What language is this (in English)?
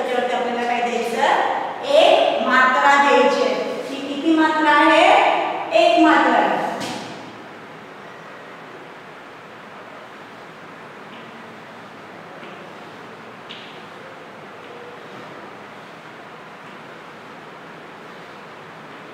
Marathi